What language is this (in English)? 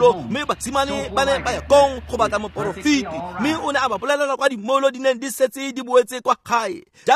Tswana